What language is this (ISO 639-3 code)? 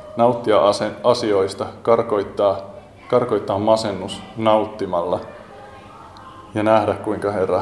fin